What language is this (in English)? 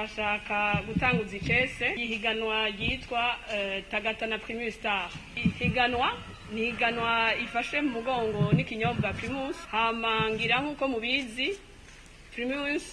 Rundi